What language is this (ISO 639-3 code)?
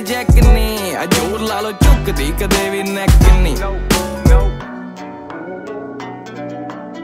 pan